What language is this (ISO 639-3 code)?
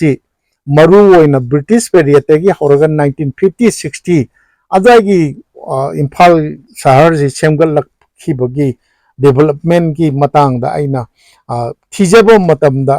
mni